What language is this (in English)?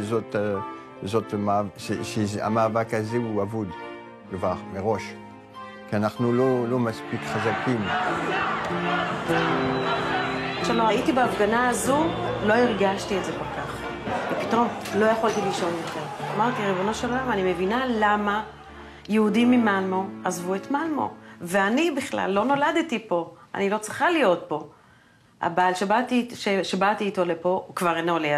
Hebrew